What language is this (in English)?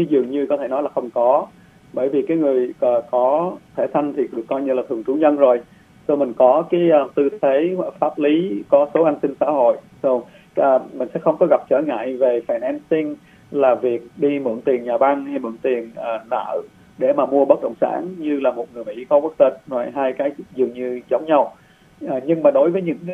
Vietnamese